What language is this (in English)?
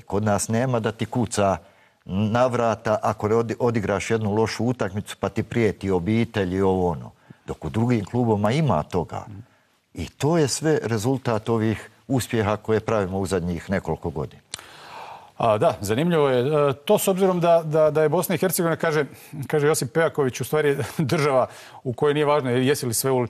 Bosnian